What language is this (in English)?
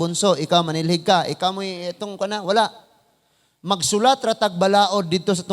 Cebuano